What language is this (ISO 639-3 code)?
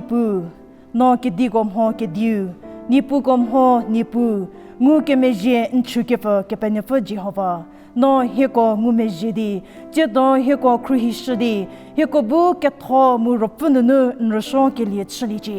njm